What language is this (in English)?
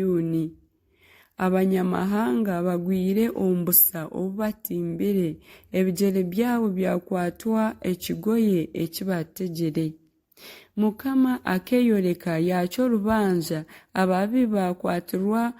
Nyankole